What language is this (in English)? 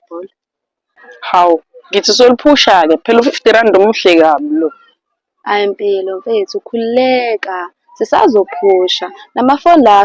Zulu